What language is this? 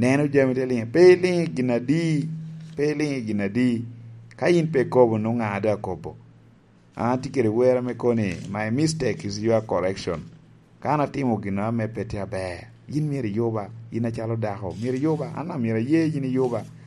Lango (Uganda)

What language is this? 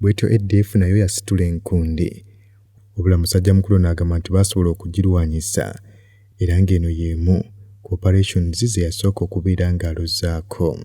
Ganda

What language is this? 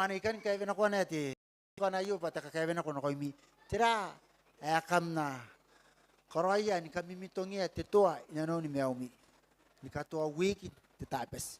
Gilbertese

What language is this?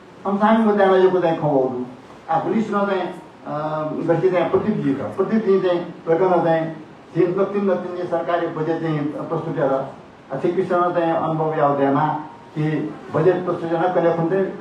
Newari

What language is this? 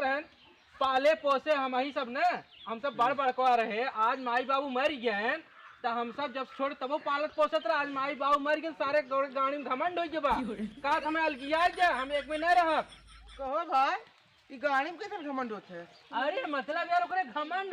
Awadhi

